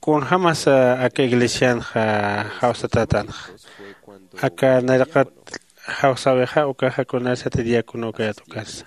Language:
Aymara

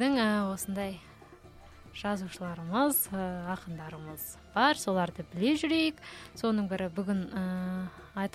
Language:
Kazakh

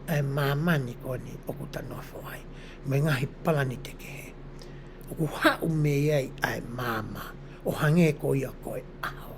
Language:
Tongan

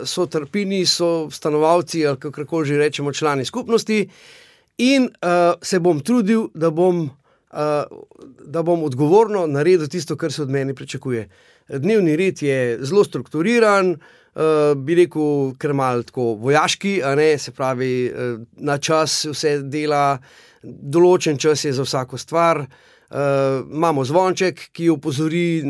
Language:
Slovenian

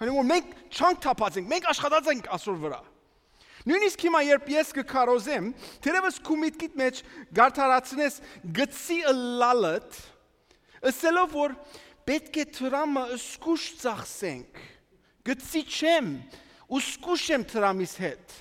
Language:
Western Armenian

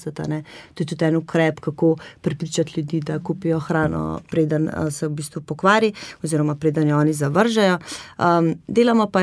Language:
Slovenian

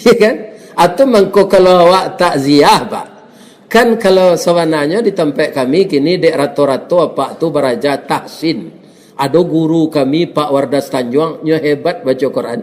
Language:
Minangkabau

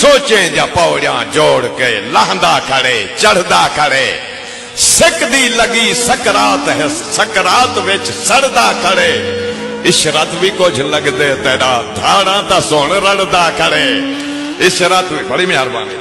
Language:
Saraiki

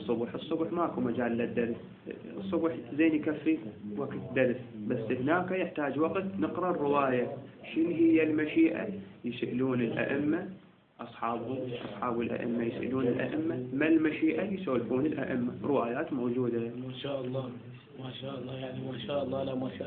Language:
Mesopotamian Arabic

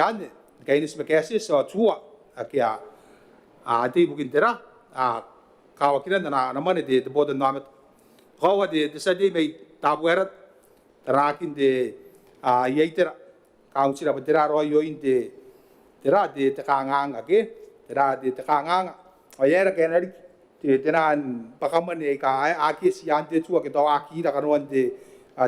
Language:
Gilbertese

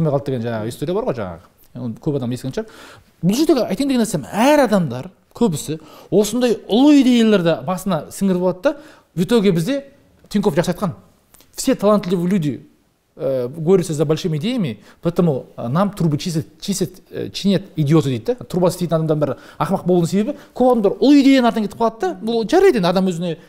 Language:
Kazakh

